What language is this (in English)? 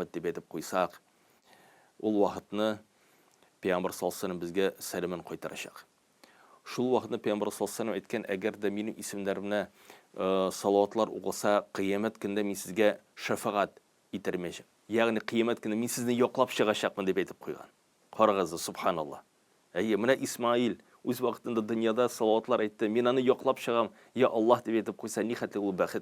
Tatar